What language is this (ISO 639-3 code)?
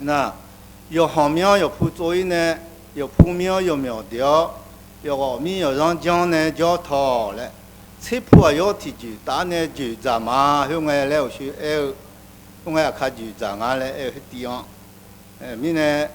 ahk